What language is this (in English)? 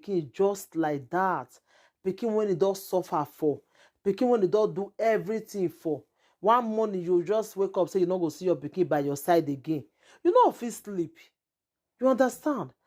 Nigerian Pidgin